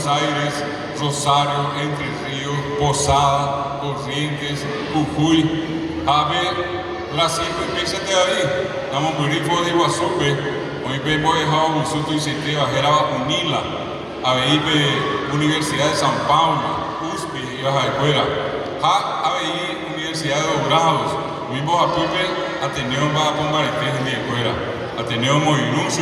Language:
Guarani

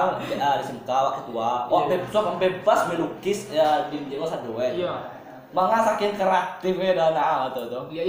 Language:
Minangkabau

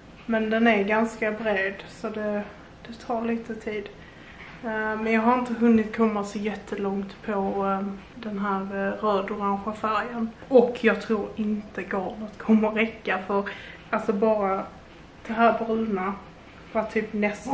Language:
Swedish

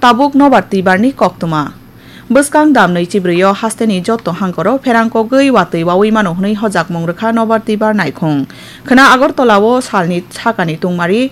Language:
Kok Borok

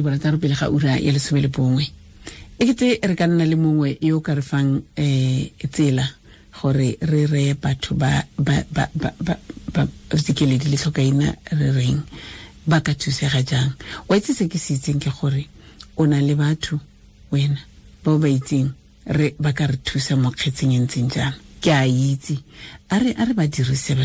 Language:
Tswana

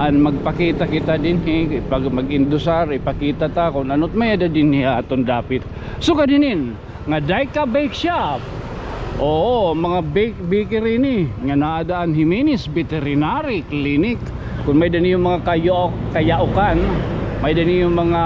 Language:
Waray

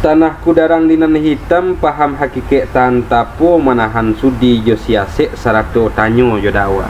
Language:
Minangkabau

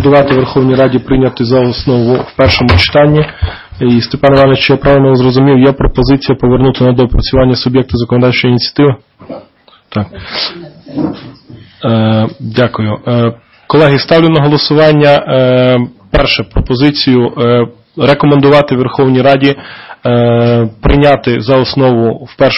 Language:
Ukrainian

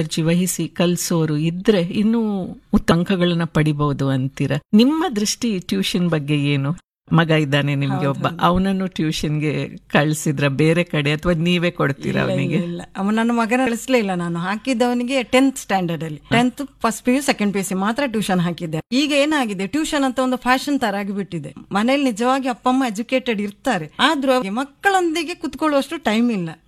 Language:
Kannada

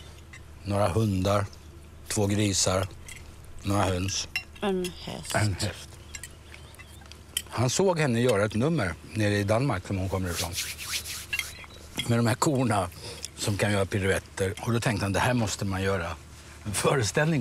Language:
Swedish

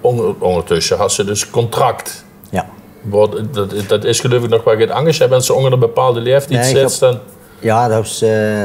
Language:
Limburgish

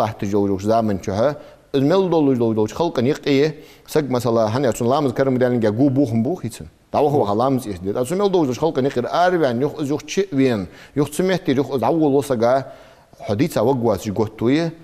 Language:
Ingush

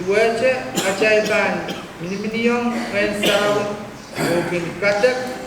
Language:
Pohnpeian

